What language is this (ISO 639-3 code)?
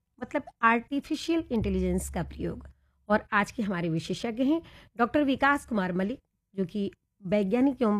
hin